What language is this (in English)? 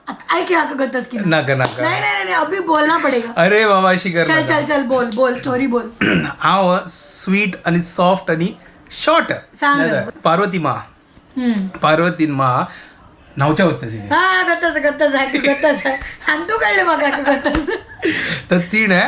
Konkani